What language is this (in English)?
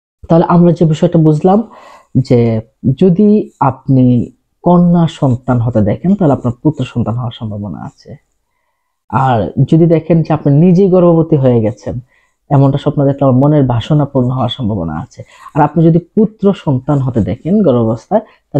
Bangla